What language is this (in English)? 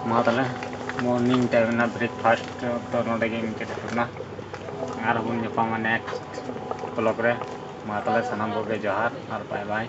Santali